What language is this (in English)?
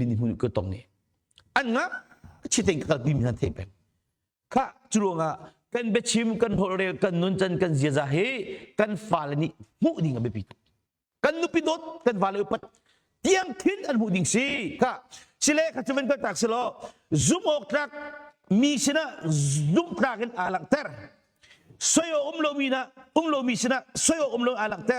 Hakha Chin